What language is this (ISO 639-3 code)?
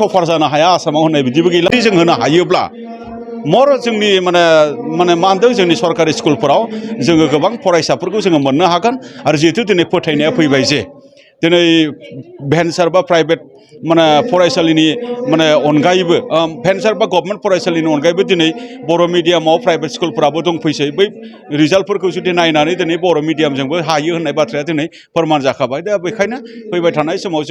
brx